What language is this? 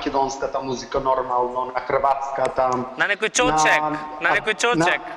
Macedonian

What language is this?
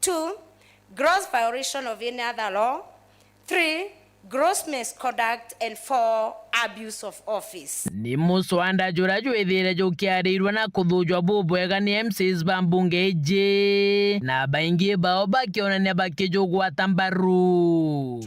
Meru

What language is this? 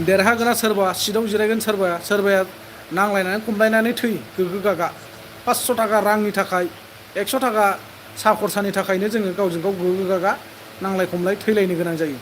Bodo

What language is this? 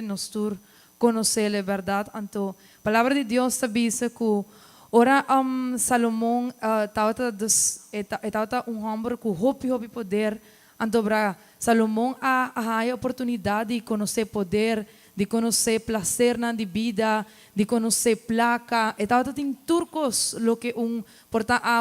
Papiamento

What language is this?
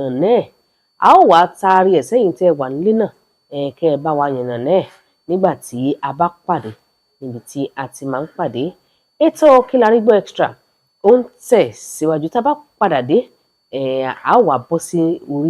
Yoruba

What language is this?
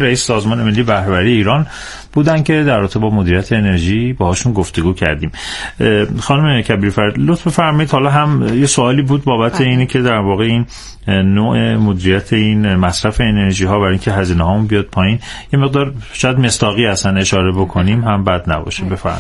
Persian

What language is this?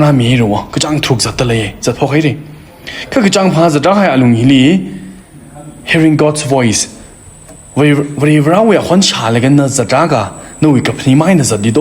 Tangkhul Naga (India)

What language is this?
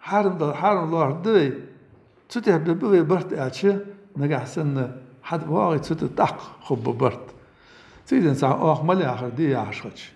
Ingush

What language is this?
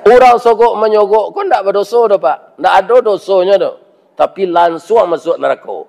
Minangkabau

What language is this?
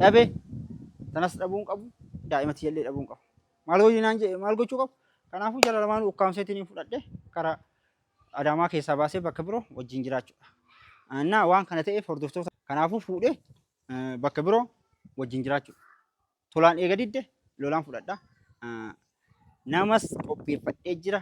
Oromo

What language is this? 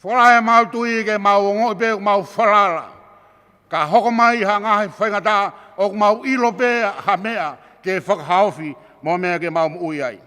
Tongan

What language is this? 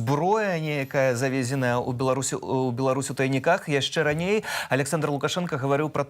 Belarusian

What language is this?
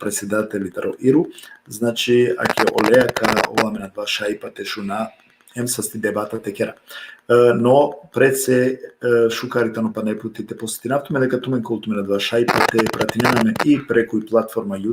Balkan Romani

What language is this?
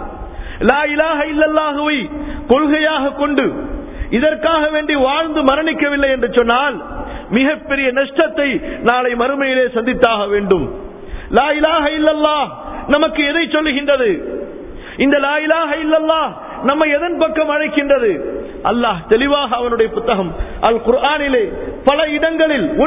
Tamil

